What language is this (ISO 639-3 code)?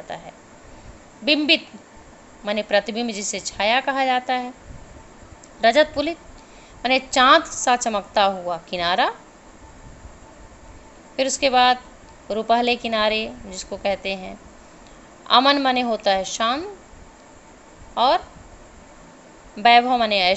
hin